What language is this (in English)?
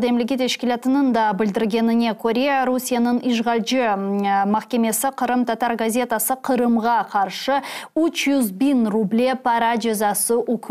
Crimean Tatar